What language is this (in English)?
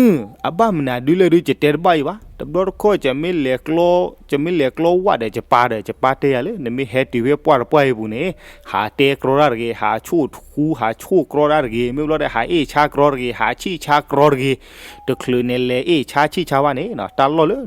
S'gaw Karen